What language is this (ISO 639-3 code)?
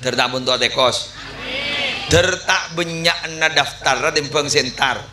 mad